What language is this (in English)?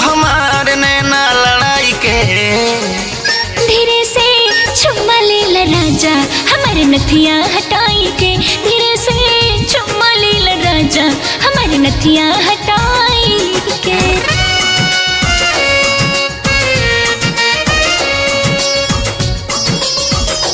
Bhojpuri